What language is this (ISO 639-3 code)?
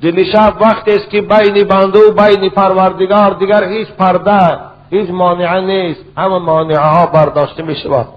tgk